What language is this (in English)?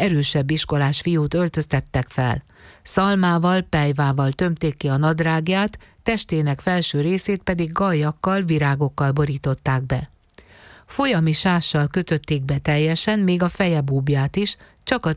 Hungarian